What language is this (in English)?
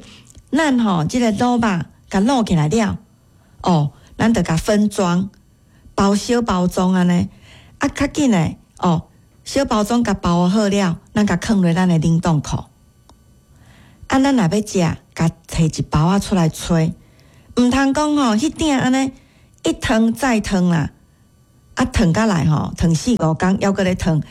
Min Nan Chinese